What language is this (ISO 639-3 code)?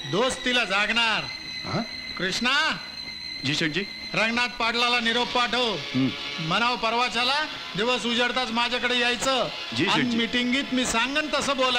mar